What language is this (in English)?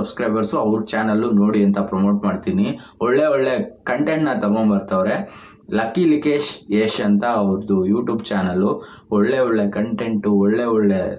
Kannada